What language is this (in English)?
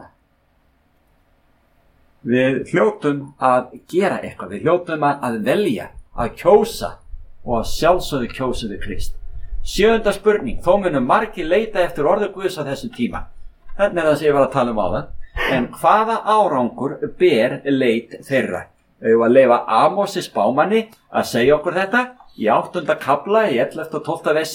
Icelandic